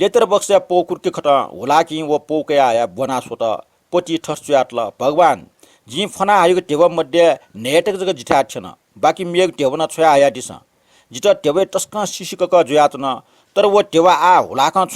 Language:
Newari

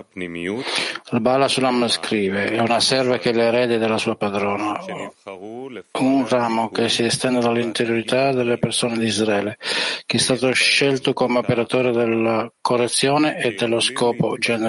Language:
Italian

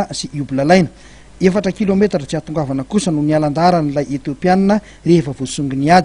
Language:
Malagasy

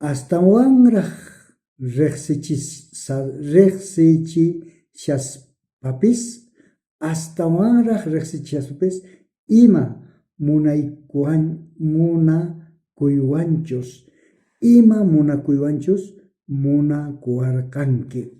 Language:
South Bolivian Quechua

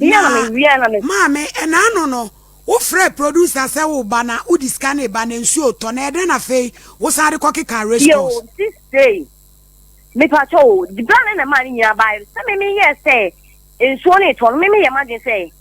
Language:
Akan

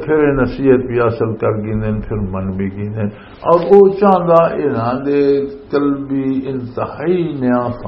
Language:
Western Panjabi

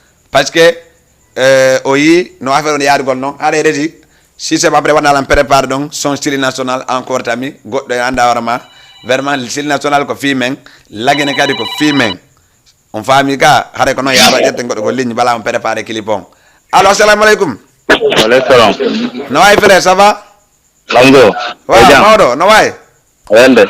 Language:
Fula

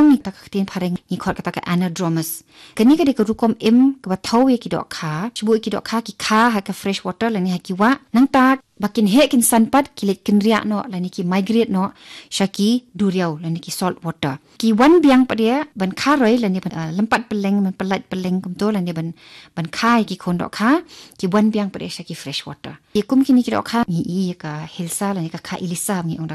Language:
Khasi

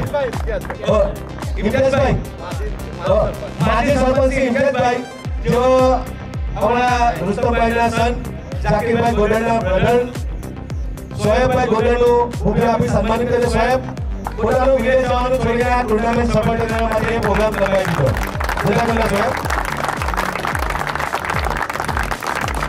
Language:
Gujarati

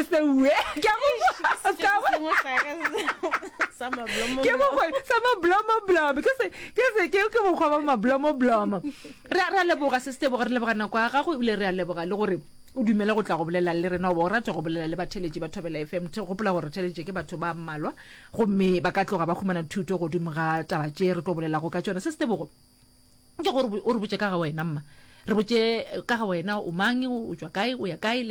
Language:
Northern Sotho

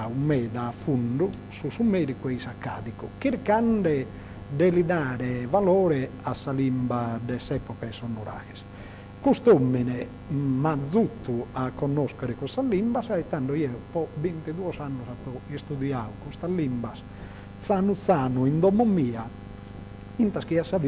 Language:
Sardinian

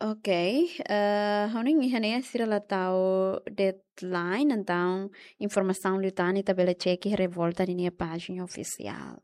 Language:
Tetum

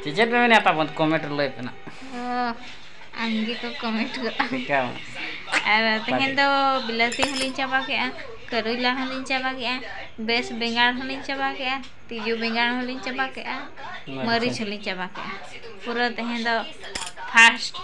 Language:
Santali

